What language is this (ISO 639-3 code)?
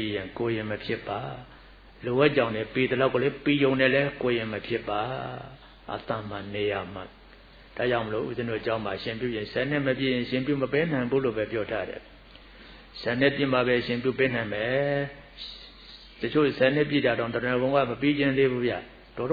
mya